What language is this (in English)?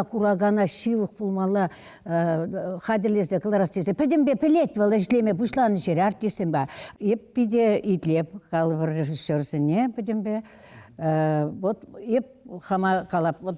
Chuvash